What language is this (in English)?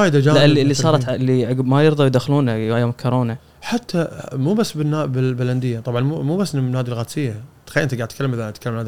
Gulf Arabic